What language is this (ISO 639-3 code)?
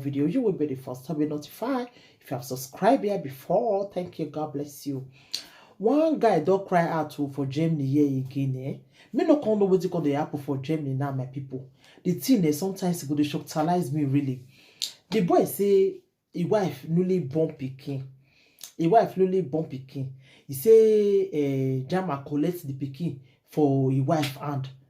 pcm